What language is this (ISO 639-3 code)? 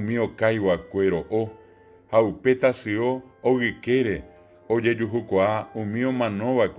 grn